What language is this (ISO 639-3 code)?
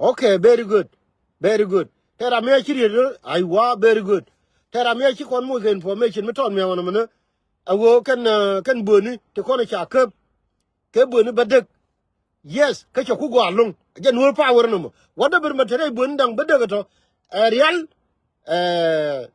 nus